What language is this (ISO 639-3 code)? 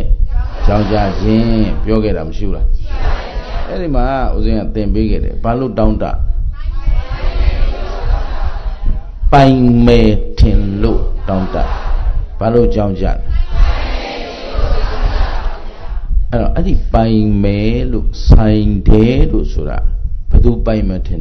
mya